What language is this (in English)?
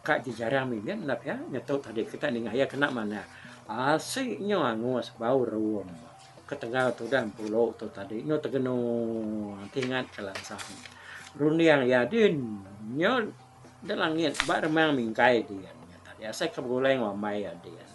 Iban